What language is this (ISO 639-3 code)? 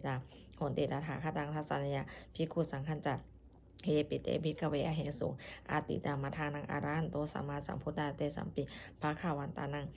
pli